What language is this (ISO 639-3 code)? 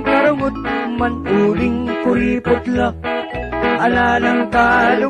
pam